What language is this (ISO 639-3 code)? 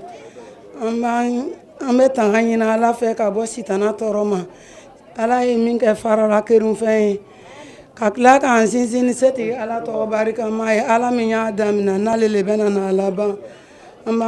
bam